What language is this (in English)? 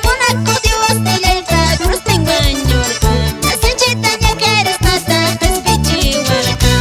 Quechua